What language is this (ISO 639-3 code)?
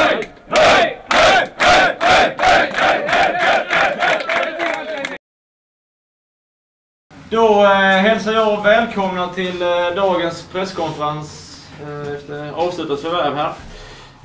swe